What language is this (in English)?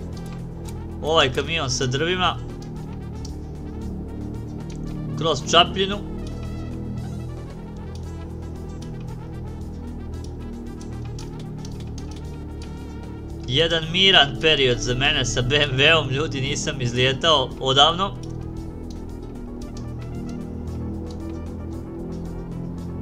Croatian